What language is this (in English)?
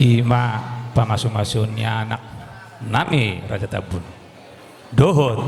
Batak Toba